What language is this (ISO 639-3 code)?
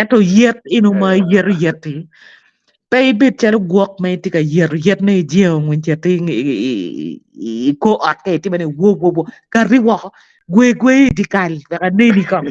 ach